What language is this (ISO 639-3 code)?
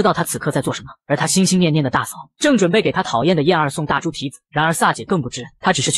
zho